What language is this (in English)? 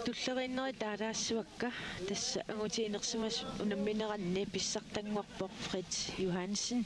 Kalaallisut